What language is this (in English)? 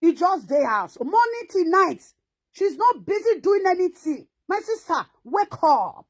Nigerian Pidgin